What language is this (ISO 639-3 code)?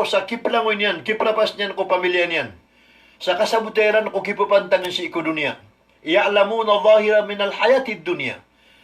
mrw